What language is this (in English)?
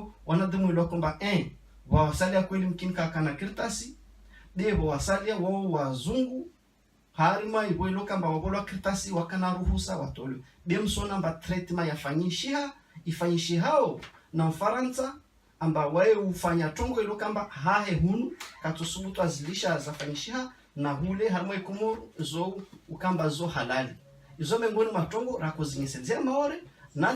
Ngazidja Comorian